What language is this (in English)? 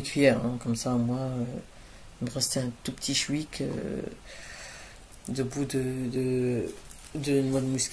French